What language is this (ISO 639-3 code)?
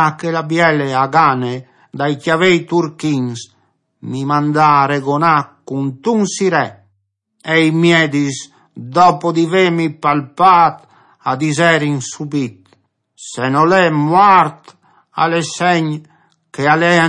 fur